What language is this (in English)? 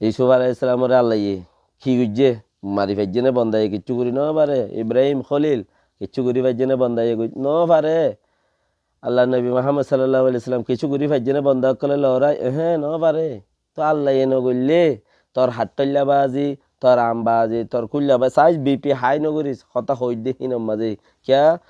Rohingya